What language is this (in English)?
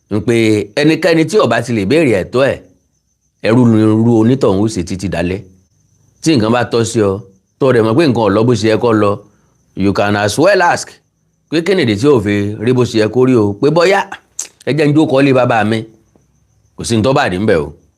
Yoruba